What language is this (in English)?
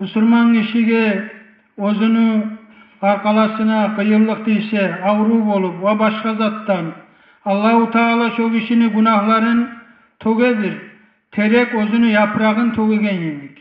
Kumyk